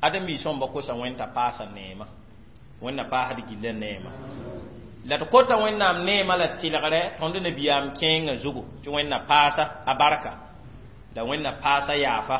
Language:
Mossi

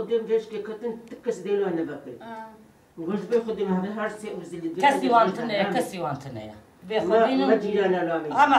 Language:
Kurdish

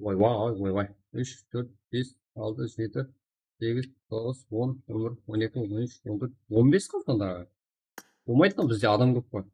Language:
Kara-Kalpak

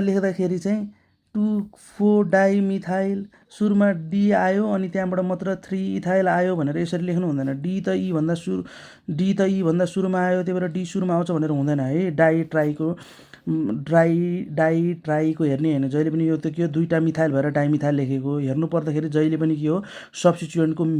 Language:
Nepali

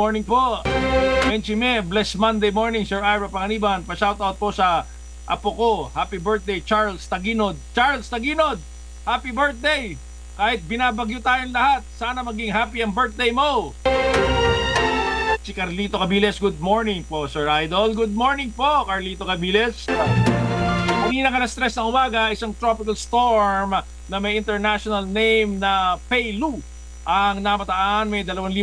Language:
Filipino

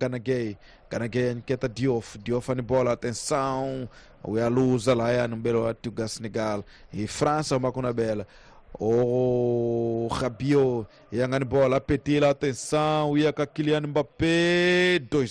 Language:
Tsonga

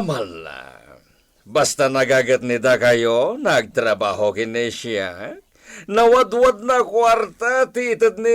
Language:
Iloko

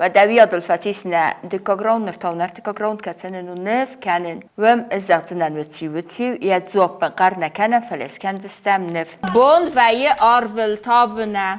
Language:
Ossetic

